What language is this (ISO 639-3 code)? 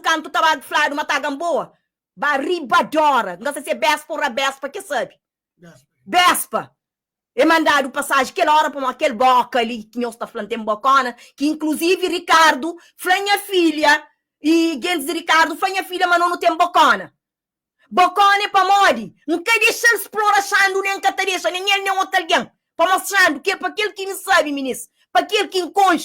kea